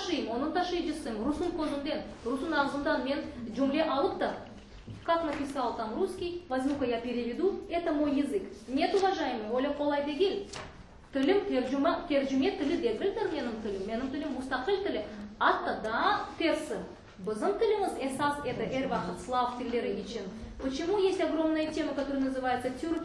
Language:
Crimean Tatar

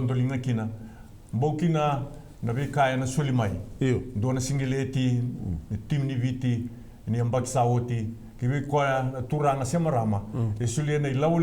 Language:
Fijian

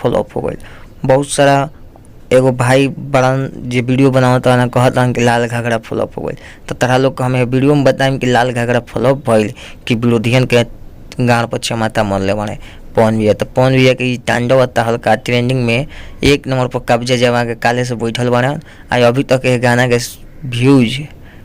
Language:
Bhojpuri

